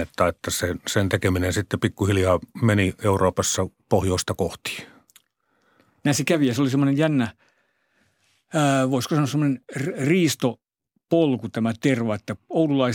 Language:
Finnish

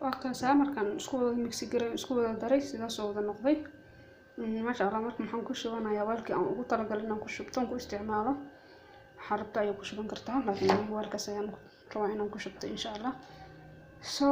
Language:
Somali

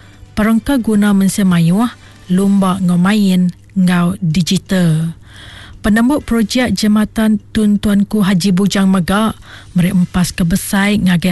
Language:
Iban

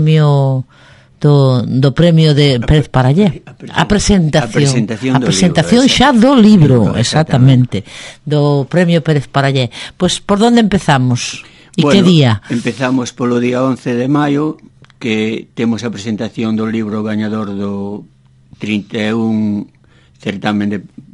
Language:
Galician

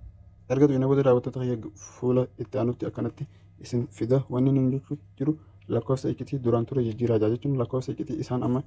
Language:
Oromo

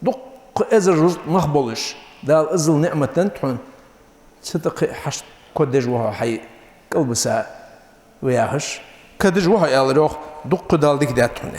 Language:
Ingush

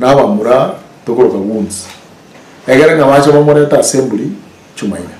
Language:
Gusii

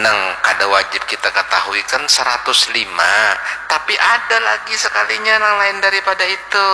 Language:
Banjar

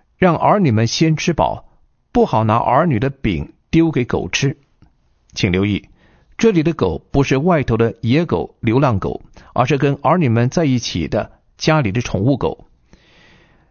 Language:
Chinese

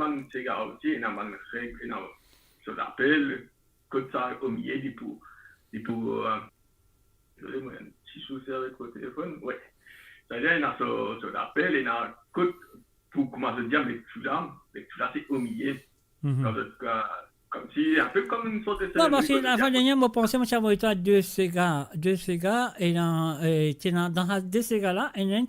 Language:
Morisyen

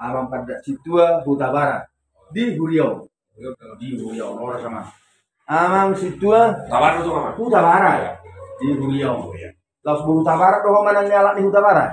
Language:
Batak Toba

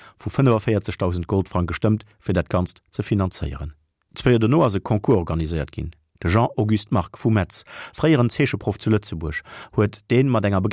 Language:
Luxembourgish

